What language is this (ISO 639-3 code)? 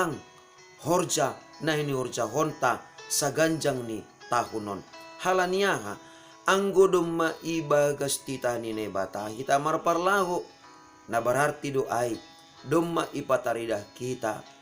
bts